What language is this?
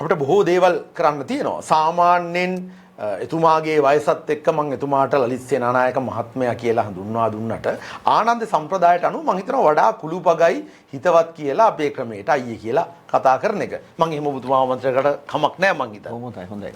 Sinhala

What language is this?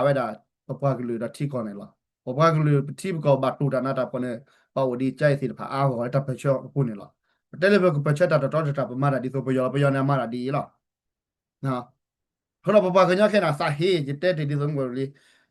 S'gaw Karen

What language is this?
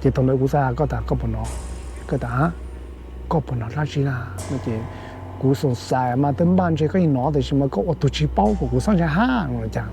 Hmong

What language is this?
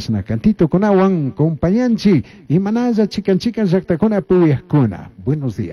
Chimborazo Highland Quichua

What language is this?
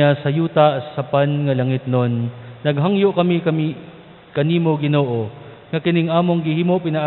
Cebuano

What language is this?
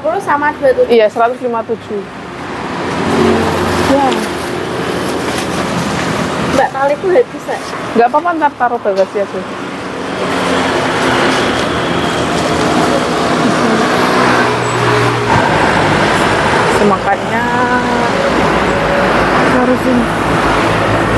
Indonesian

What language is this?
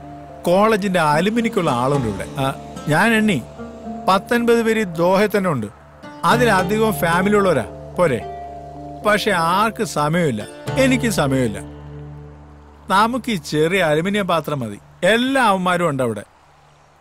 Malayalam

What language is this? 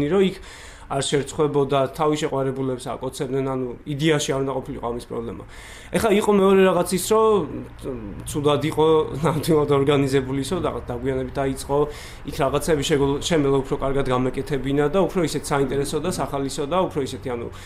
Georgian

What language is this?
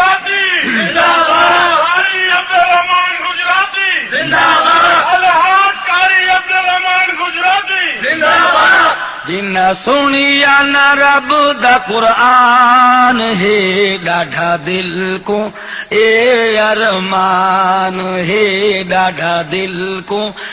Saraiki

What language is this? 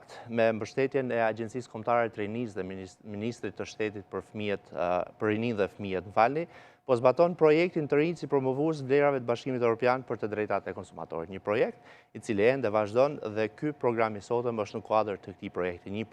Albanian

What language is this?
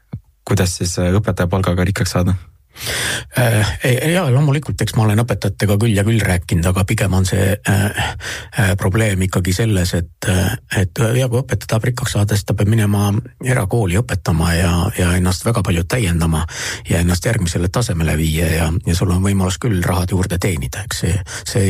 Estonian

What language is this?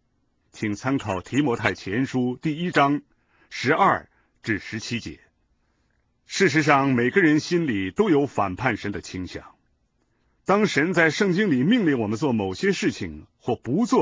Chinese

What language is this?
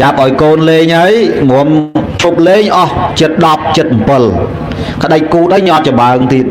Khmer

